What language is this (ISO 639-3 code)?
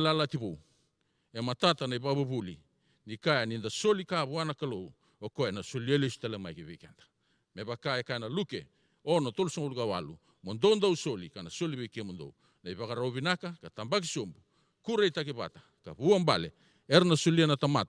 fij